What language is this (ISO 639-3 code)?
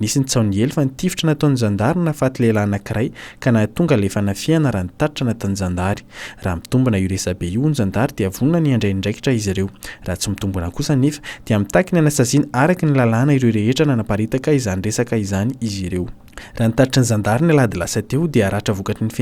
mlg